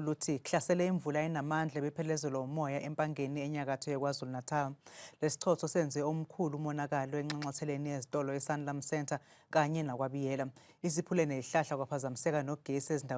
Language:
Zulu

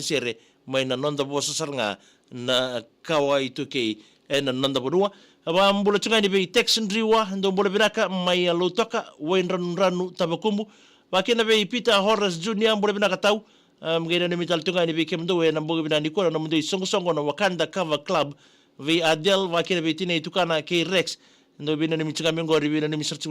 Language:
Fijian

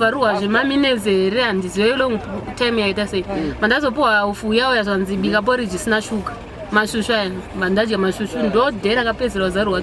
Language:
Shona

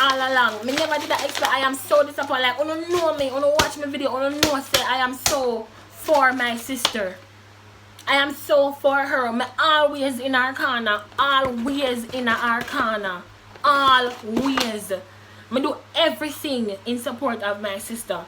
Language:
Jamaican Creole English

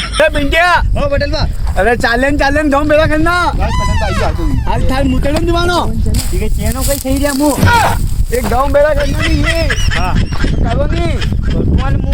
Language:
Rajasthani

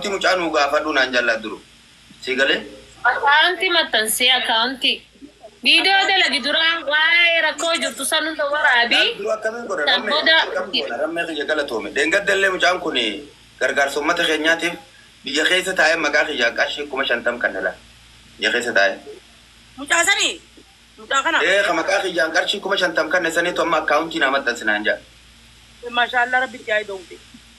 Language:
Oromo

